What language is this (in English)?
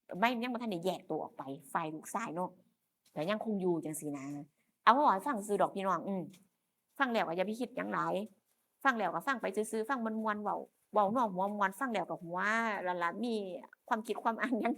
Northeastern Thai